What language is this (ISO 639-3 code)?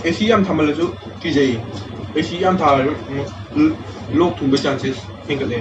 mni